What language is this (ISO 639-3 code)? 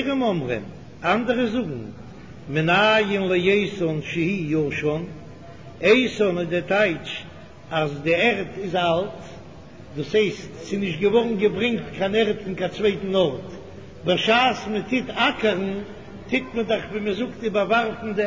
yid